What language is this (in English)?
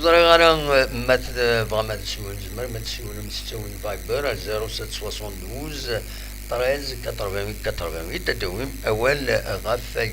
Kabyle